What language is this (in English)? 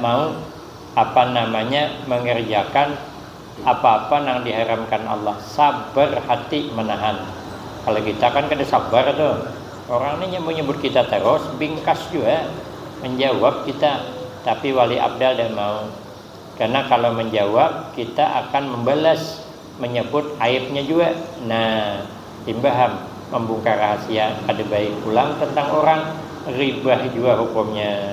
Banjar